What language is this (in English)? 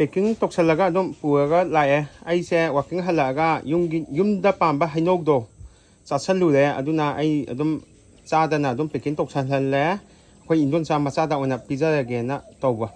Manipuri